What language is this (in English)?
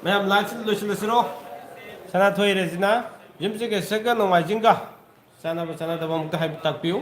Manipuri